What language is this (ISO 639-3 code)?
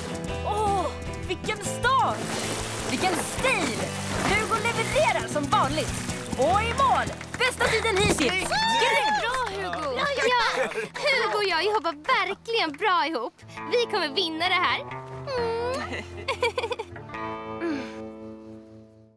swe